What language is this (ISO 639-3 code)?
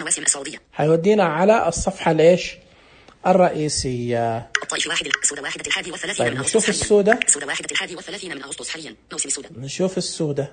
ars